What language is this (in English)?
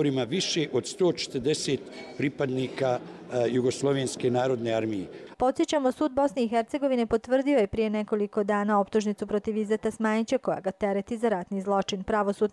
Croatian